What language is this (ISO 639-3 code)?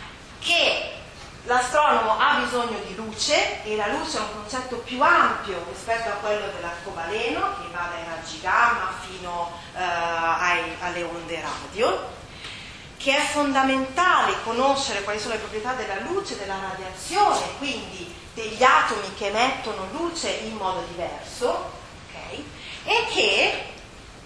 ita